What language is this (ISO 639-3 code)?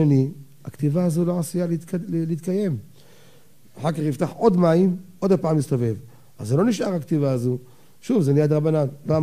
heb